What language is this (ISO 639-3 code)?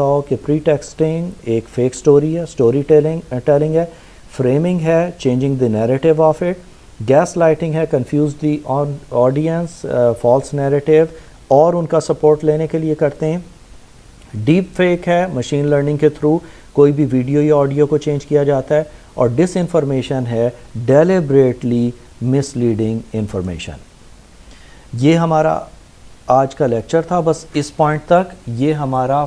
urd